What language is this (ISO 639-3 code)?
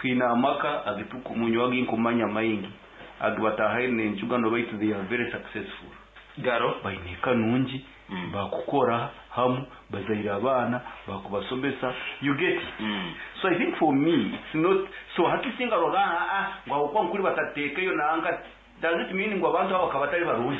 nyo